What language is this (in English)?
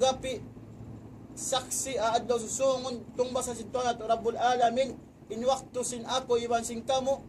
Tausug